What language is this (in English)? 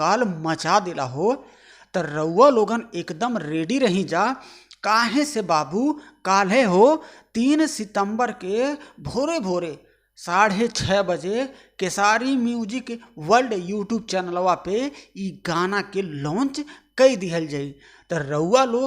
Bhojpuri